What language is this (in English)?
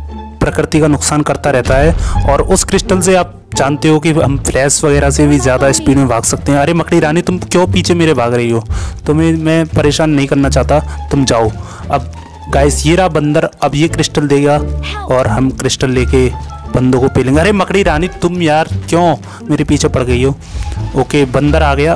Hindi